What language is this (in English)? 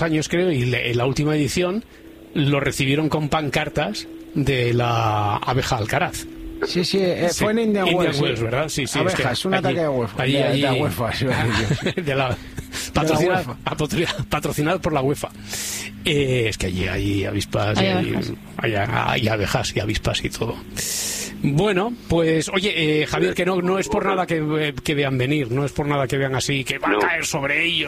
Spanish